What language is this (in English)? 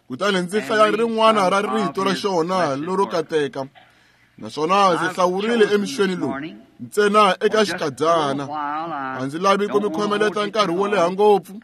Tsonga